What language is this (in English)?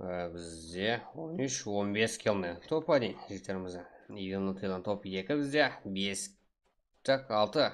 Kara-Kalpak